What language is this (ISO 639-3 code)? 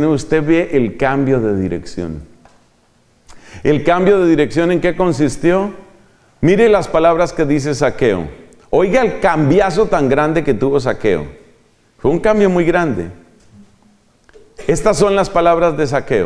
spa